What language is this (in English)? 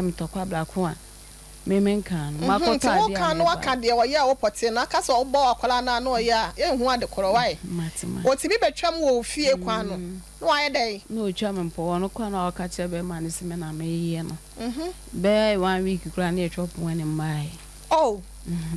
Akan